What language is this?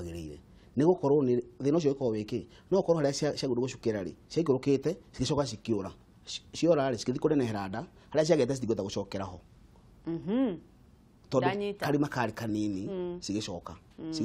Kikuyu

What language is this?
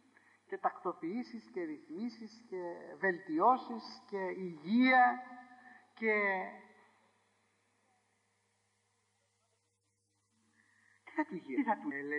Greek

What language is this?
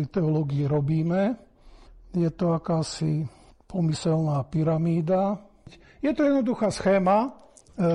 Slovak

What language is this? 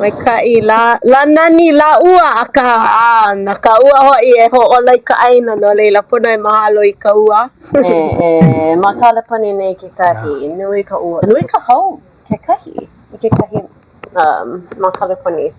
Hawaiian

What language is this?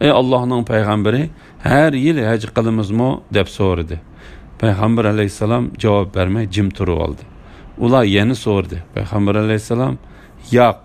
Uyghur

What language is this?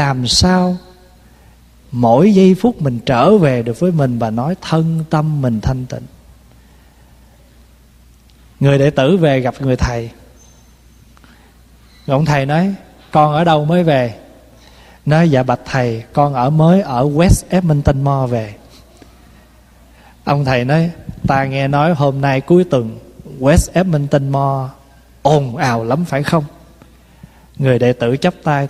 Vietnamese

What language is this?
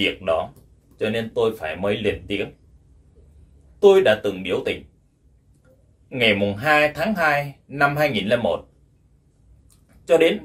Vietnamese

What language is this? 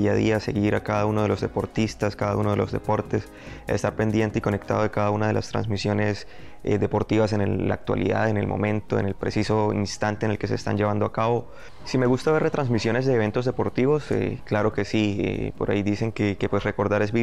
Spanish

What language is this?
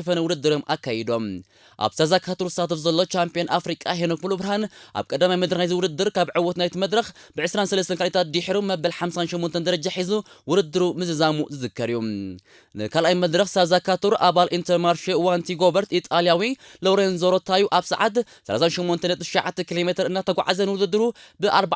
Tigrinya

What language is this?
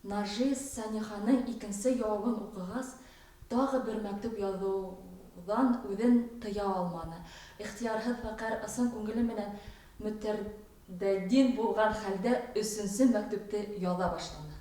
Bashkir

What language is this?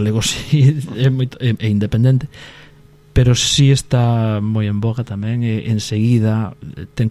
Galician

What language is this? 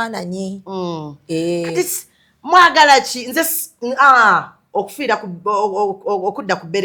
Ganda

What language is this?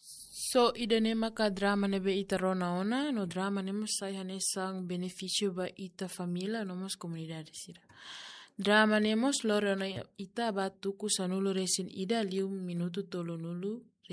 Tetum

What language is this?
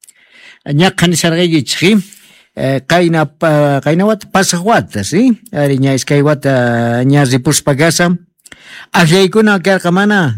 South Bolivian Quechua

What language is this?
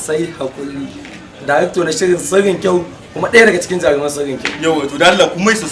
Hausa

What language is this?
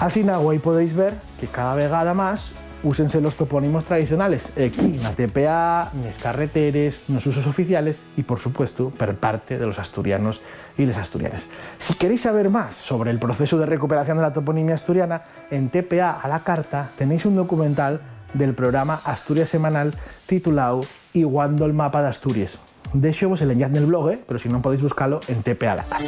Asturian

